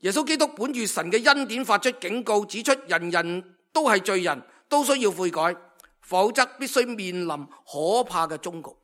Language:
Cantonese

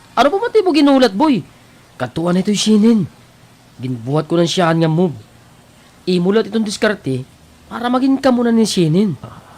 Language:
Waray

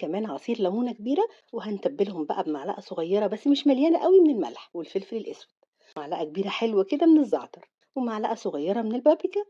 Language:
Egyptian Arabic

